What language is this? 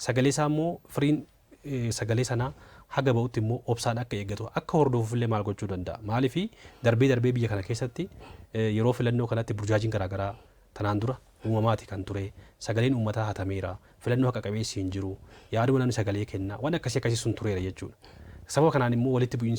Oromo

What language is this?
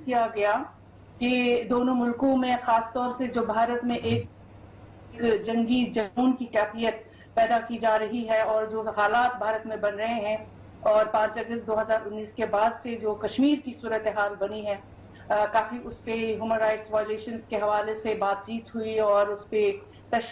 Urdu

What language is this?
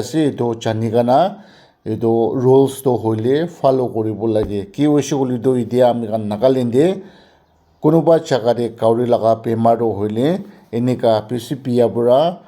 Naga Pidgin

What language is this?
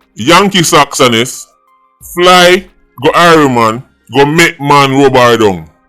Jamaican Creole English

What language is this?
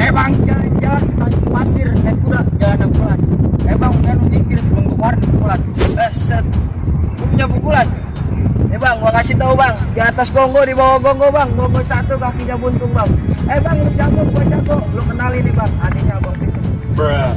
Betawi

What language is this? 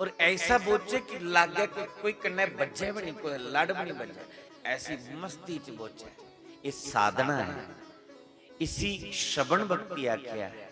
Dogri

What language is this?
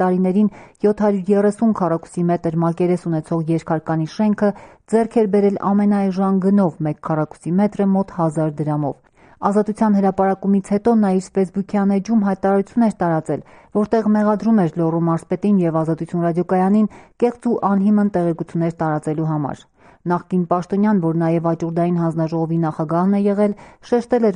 Armenian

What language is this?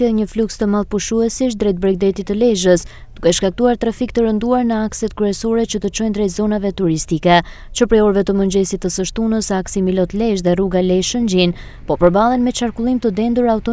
Albanian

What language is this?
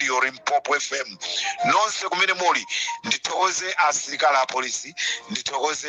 Nyanja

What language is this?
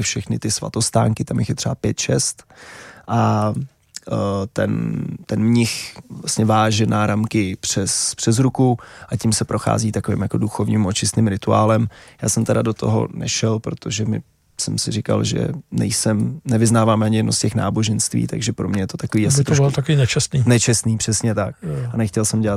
Czech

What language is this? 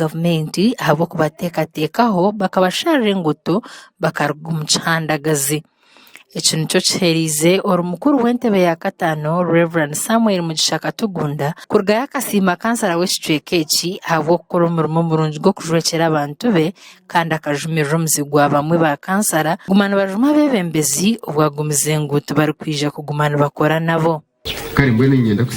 Nyankole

